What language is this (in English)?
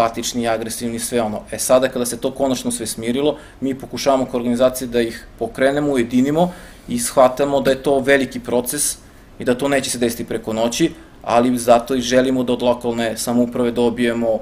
Serbian